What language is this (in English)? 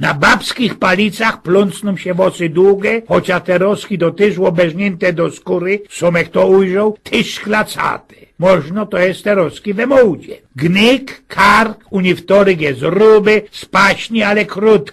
Silesian